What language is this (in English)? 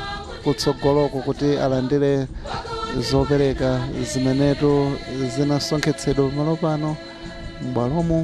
Nyanja